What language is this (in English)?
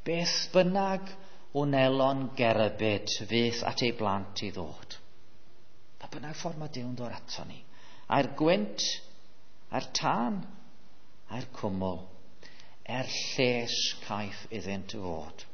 Welsh